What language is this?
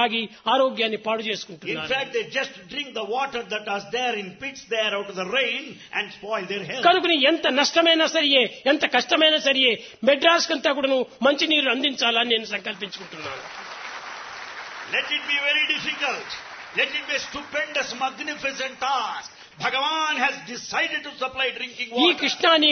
Telugu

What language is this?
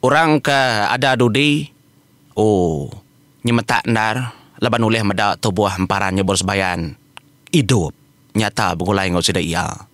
Iban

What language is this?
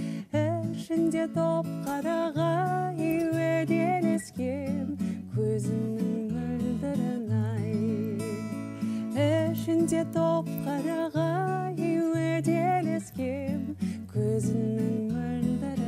Kazakh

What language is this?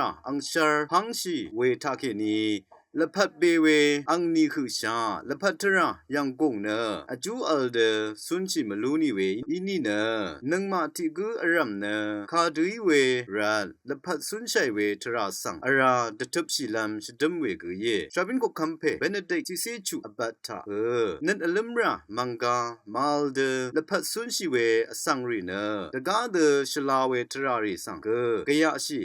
Rawang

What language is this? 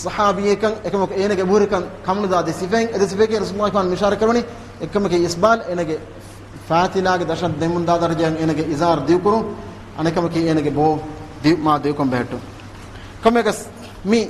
Divehi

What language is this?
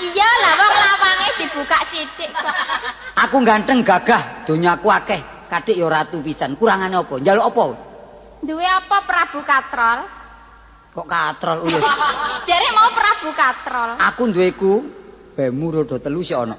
Javanese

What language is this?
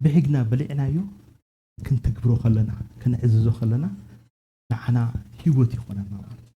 Tigrinya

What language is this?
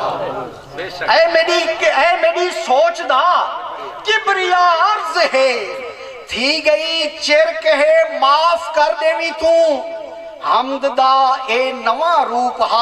Saraiki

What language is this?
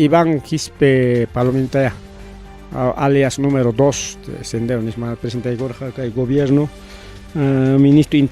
Ayacucho Quechua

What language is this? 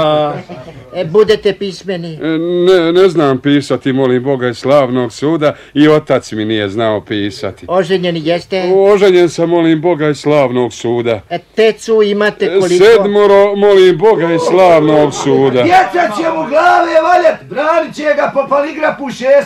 Bosnian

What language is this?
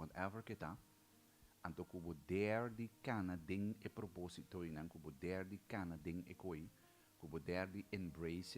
Papiamento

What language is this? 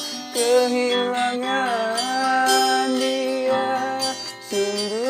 Betawi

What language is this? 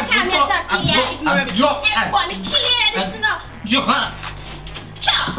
Jamaican Creole English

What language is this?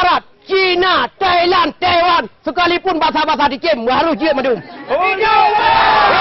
Achinese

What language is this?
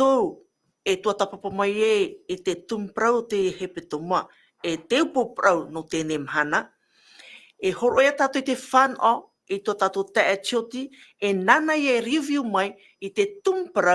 Tahitian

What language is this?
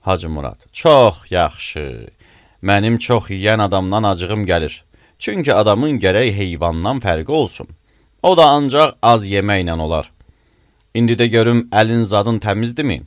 Azerbaijani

